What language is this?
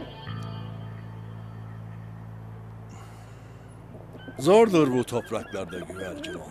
Turkish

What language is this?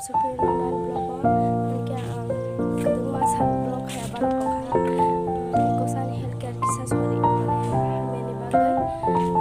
Kok Borok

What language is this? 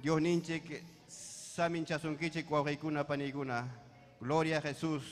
Ayacucho Quechua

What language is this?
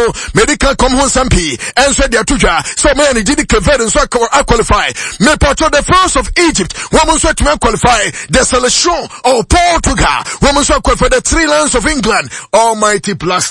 English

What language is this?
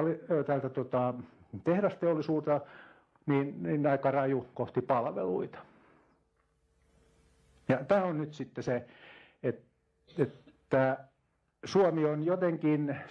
Finnish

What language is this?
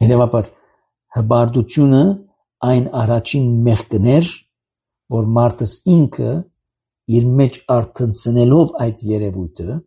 Armenian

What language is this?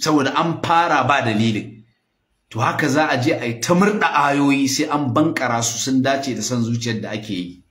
Hausa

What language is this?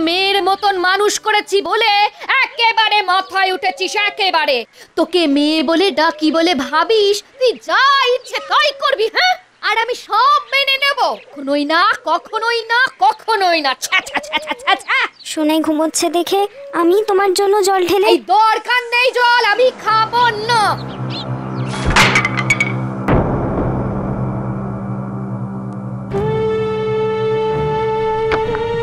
Bangla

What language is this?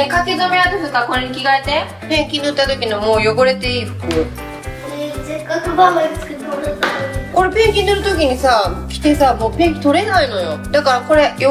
Japanese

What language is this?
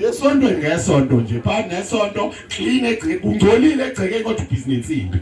Zulu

